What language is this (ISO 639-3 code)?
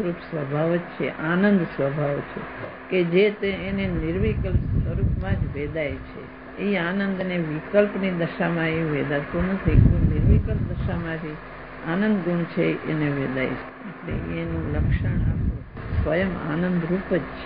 guj